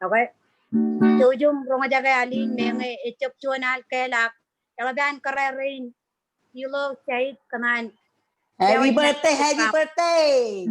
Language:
Marshallese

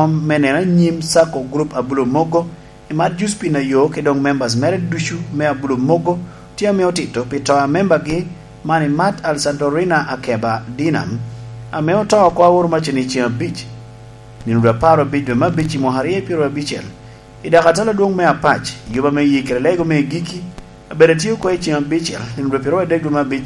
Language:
Lango (Uganda)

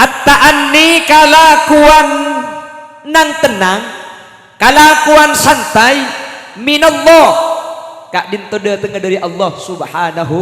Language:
Madurese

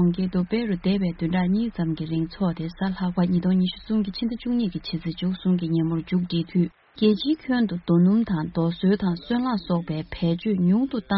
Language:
Tibetan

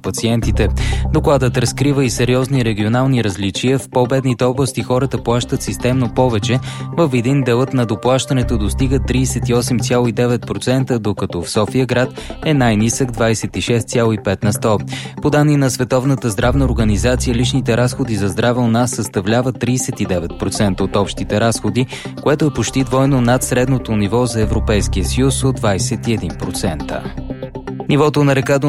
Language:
Bulgarian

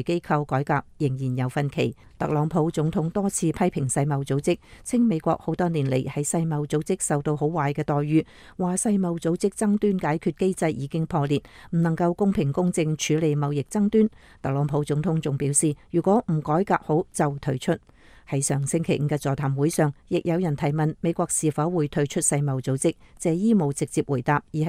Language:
Cantonese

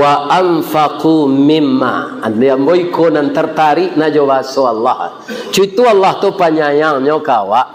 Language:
Minangkabau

